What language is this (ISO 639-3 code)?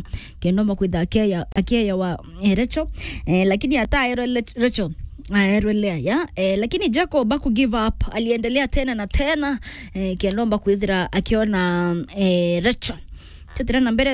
mer